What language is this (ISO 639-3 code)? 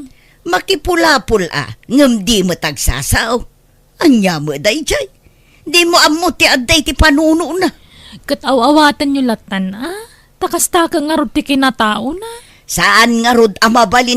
ilo